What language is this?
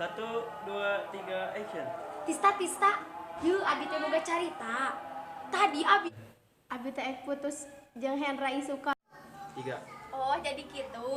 Sundanese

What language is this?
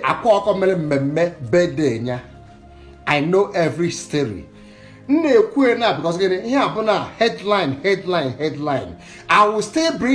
Igbo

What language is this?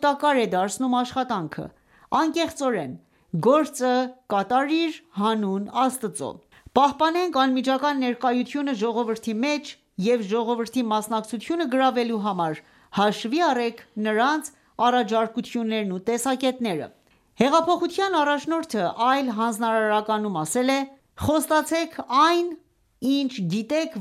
Armenian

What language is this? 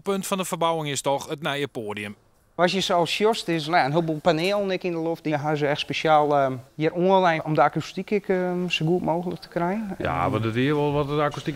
Western Frisian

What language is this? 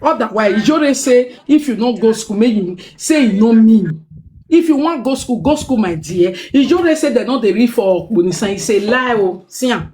Nigerian Pidgin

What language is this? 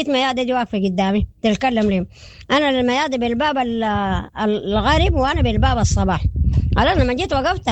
Sudanese Arabic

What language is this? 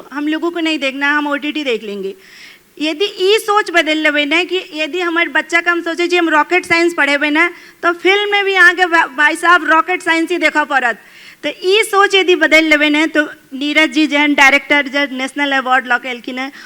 Maithili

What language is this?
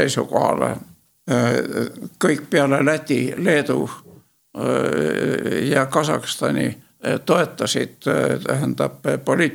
Estonian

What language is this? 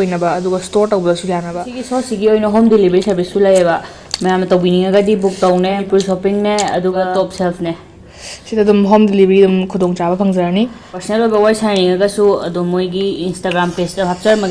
Manipuri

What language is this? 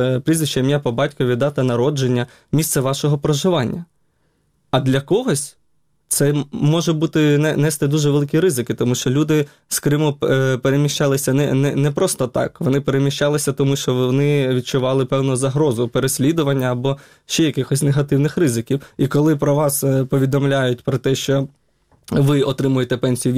Ukrainian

